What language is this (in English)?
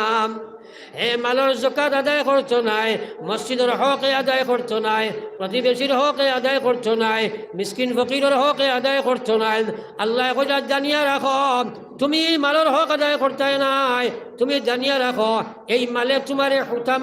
Sylheti